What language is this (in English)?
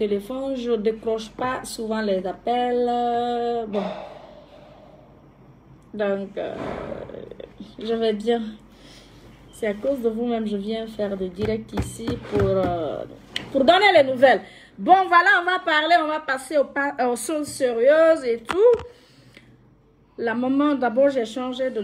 French